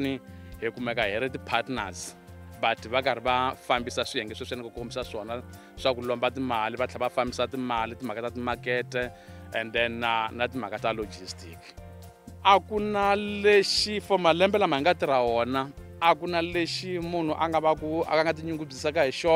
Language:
Tsonga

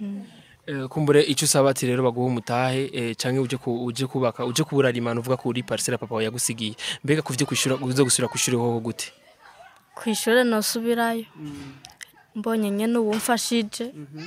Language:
Rundi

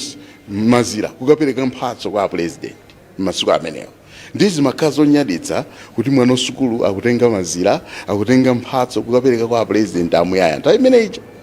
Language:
Nyanja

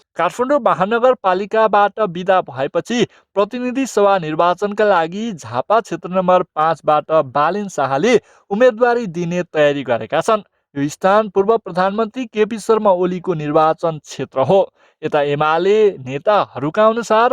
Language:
Nepali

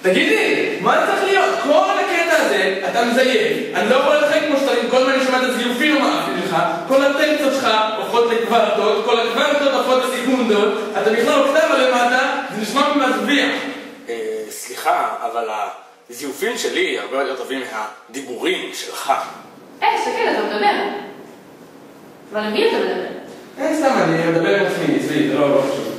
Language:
Hebrew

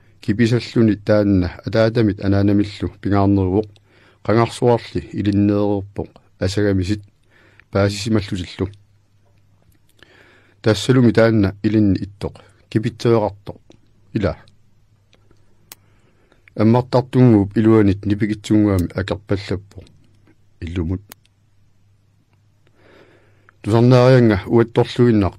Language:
Kalaallisut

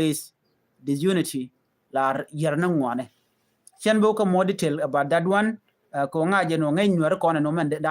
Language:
Nuer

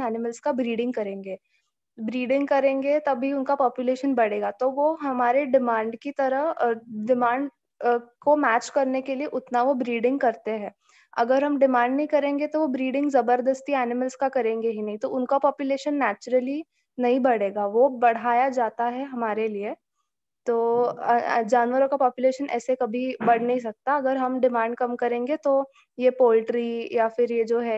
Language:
Hindi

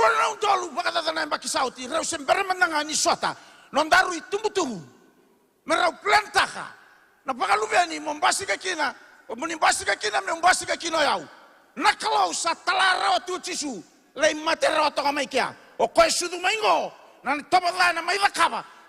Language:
Fijian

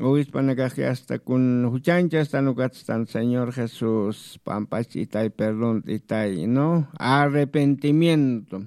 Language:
Aymara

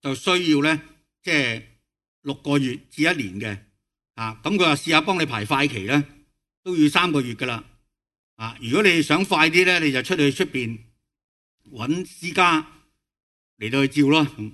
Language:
Cantonese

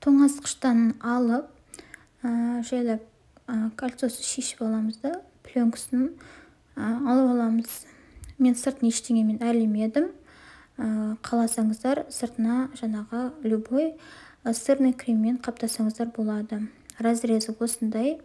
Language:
Kazakh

